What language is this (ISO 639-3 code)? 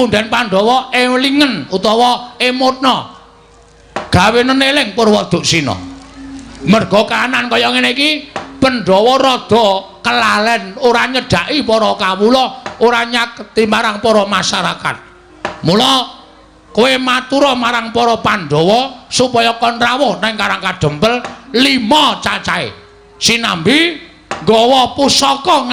jav